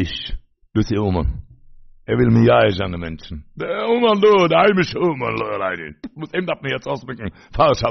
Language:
Yiddish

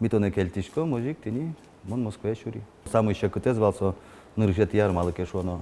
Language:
Udmurt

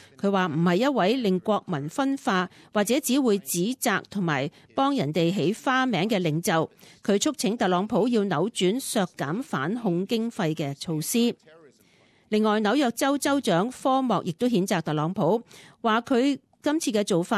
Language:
Cantonese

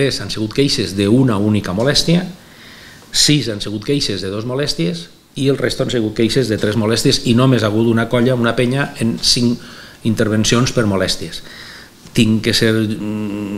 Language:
Catalan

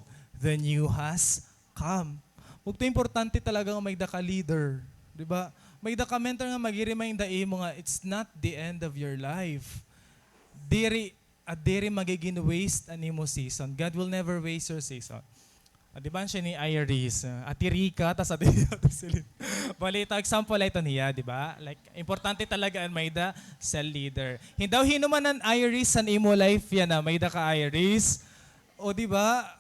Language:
Waray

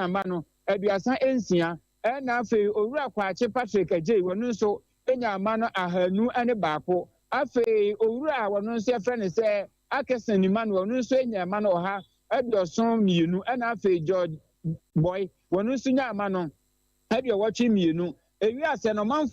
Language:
Akan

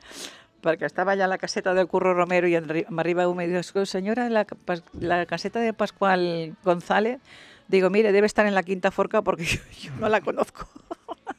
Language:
Catalan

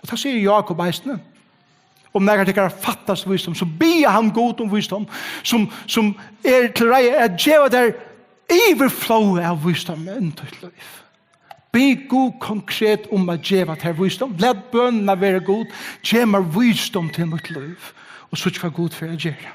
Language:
Faroese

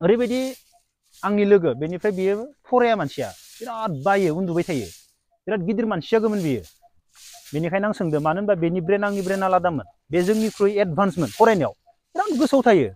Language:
Bodo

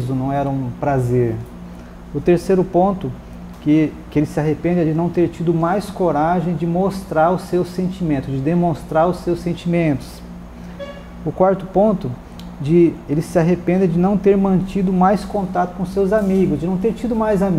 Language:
Portuguese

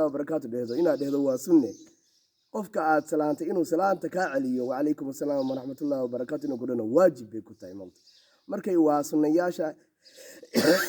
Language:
Somali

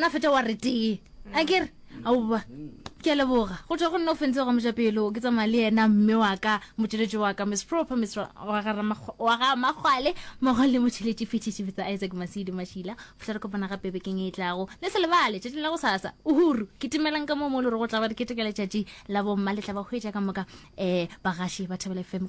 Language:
Northern Sotho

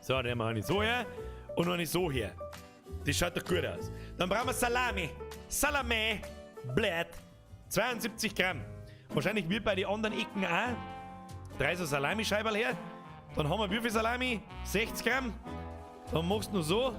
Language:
Bavarian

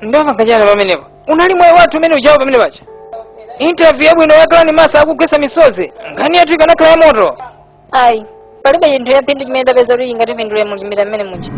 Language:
Nyanja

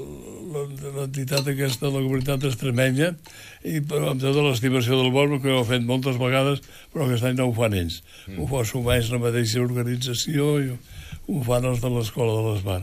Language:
Catalan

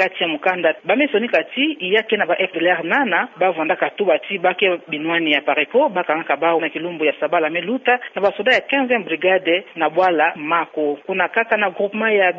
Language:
Kituba (Democratic Republic of Congo)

